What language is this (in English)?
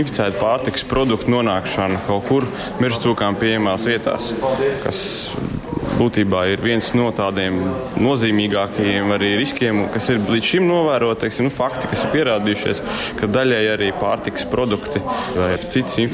Latvian